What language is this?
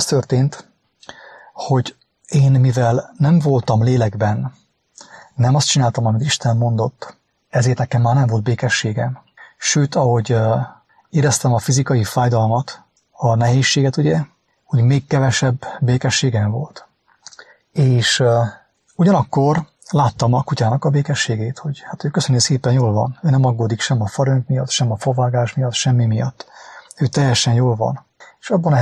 Hungarian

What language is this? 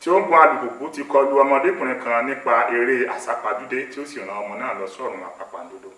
Yoruba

